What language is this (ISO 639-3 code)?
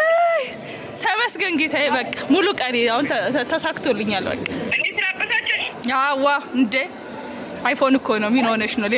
amh